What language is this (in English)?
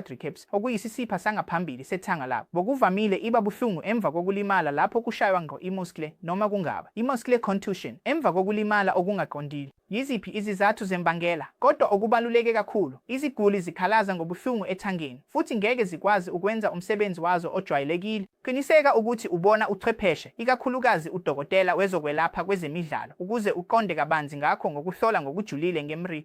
Zulu